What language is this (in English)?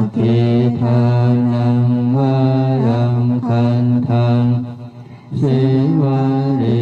Pali